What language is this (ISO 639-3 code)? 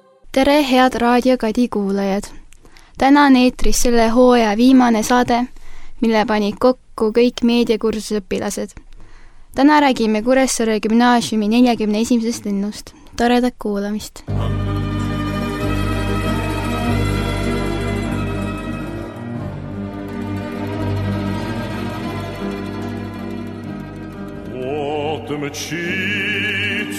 est